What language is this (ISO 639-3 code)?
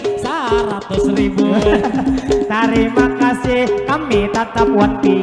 bjn